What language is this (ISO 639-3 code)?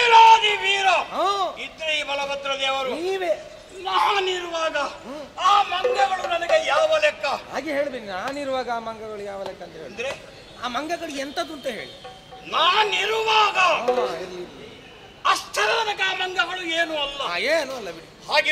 kan